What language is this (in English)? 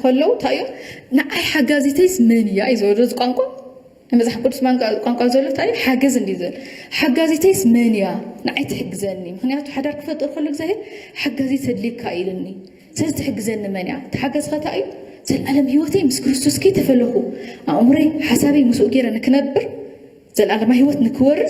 Tigrinya